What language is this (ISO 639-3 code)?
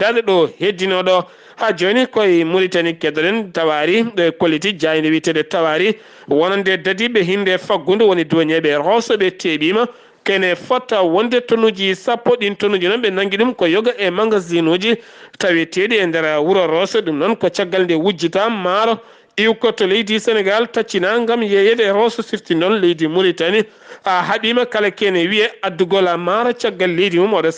ful